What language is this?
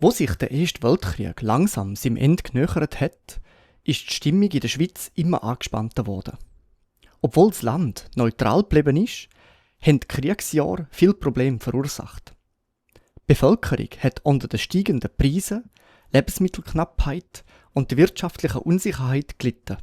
Swiss German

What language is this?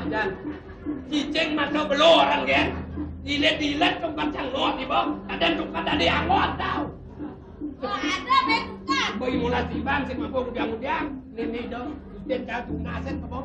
Balinese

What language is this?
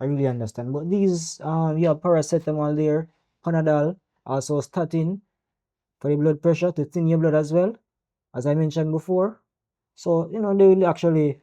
Jamaican Creole English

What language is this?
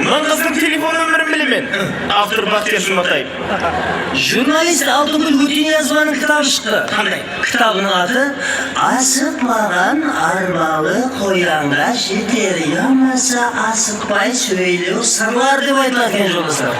Kara-Kalpak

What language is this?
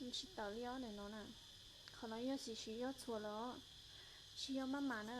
Hmong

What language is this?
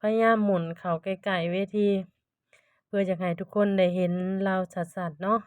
Lao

